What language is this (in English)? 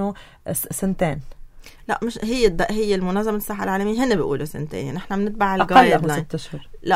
North Levantine Arabic